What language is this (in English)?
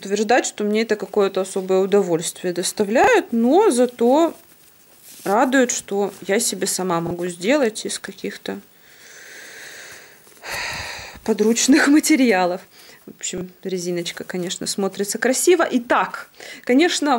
Russian